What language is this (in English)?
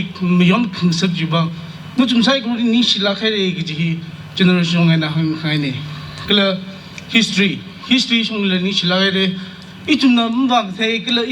Tangkhul Naga (India)